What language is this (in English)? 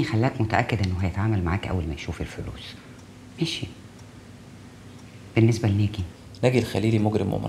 Egyptian Arabic